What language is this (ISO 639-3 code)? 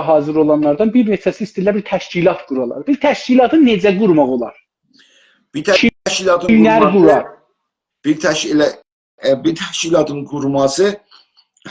azb